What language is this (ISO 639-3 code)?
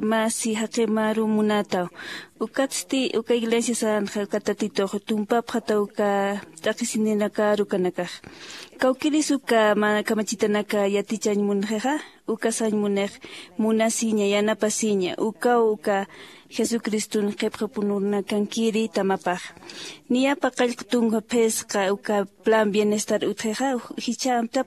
aym